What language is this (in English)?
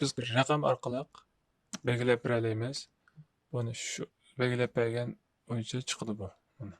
Uyghur